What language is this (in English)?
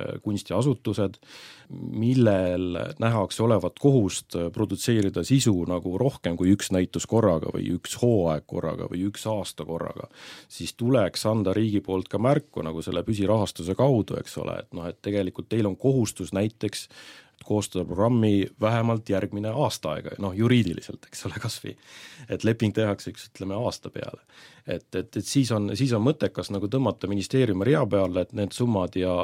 Estonian